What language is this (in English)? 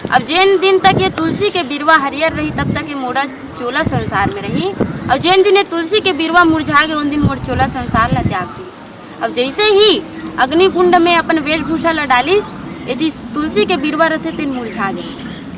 Chhattisgarhi